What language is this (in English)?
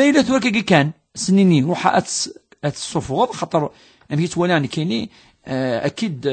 Kabyle